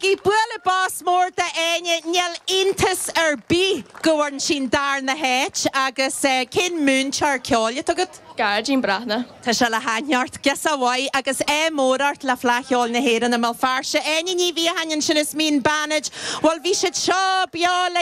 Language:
Irish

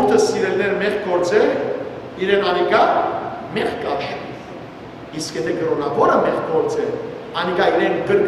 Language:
Western Armenian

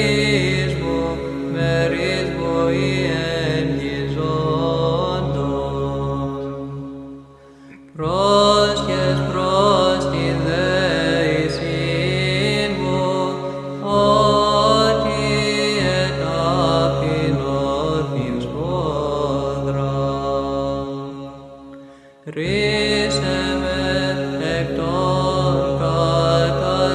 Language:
Greek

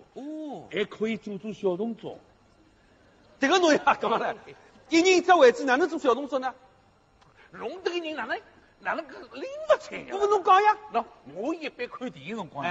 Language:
Wu Chinese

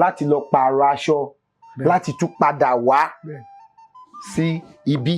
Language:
Yoruba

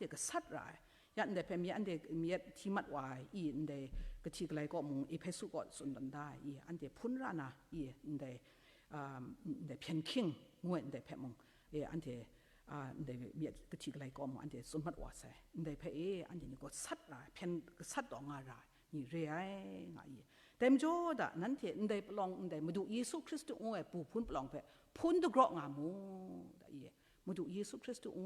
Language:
Kachin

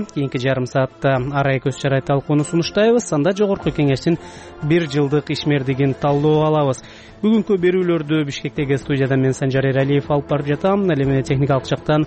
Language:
Kyrgyz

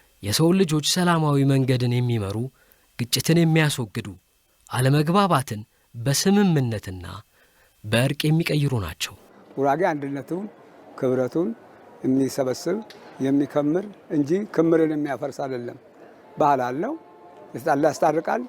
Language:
Amharic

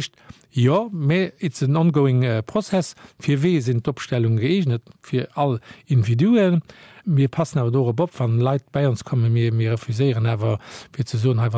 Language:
Luxembourgish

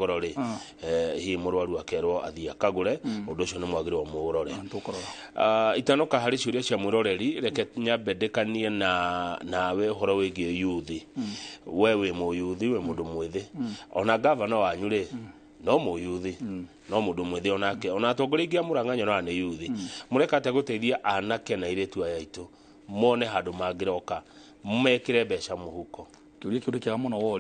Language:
Kikuyu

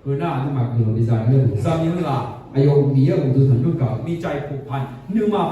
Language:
Akha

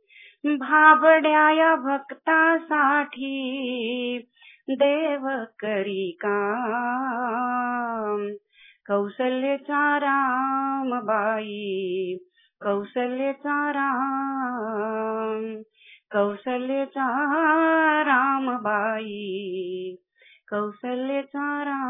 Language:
Marathi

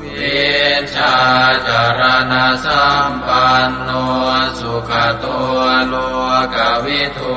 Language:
Pali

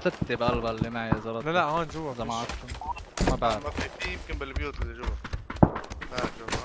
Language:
North Levantine Arabic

